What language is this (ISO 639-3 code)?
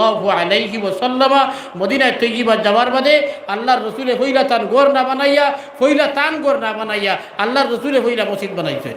syl